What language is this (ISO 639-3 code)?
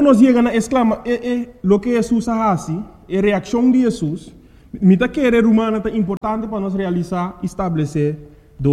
pap